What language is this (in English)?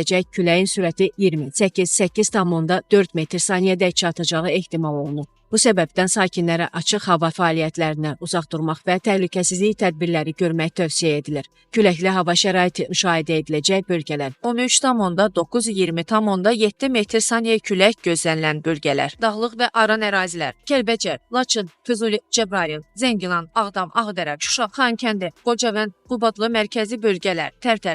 Azerbaijani